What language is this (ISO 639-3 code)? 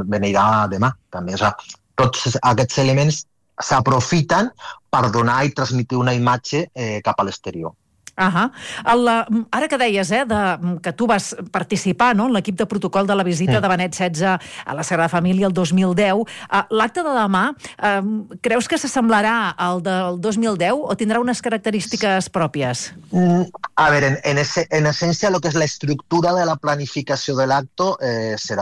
cat